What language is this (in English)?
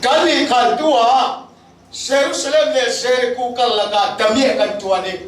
Falam Chin